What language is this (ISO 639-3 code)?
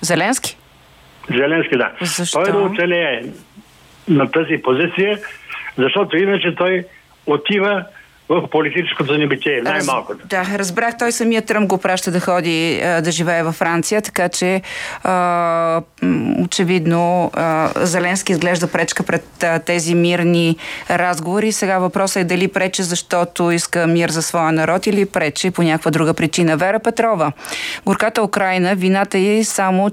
bul